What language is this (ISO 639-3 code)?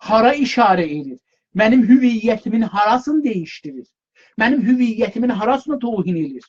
azb